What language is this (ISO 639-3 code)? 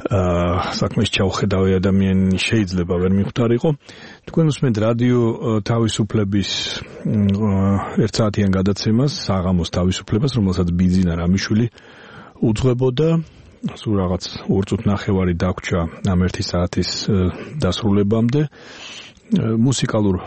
kat